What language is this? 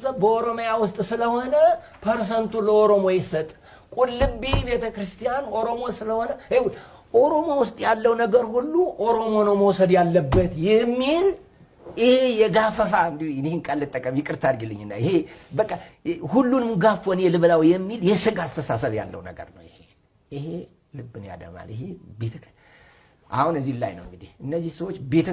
Amharic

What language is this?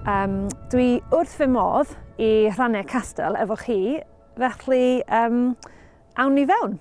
Welsh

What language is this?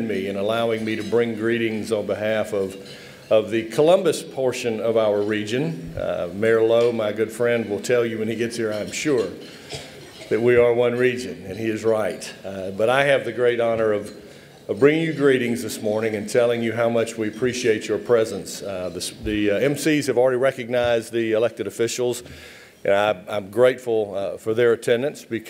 English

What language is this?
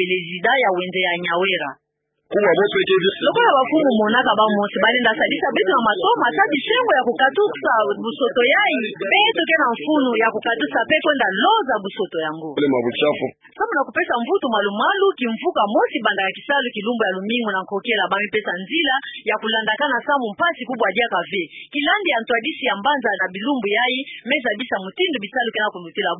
Kituba (Democratic Republic of Congo)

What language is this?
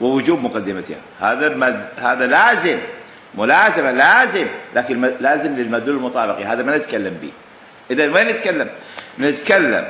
Mesopotamian Arabic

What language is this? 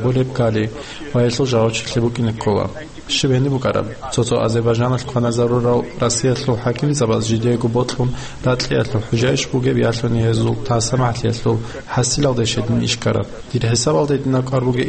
Avaric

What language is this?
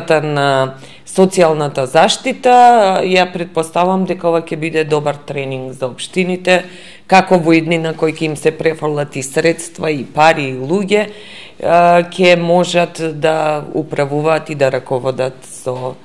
Macedonian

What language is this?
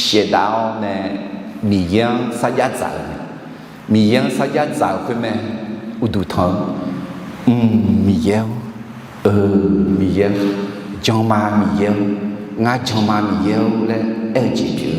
Akha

